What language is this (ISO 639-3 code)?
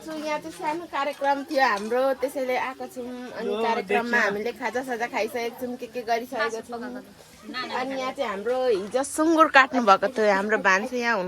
nep